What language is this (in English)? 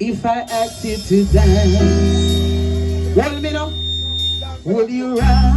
Jamaican Creole English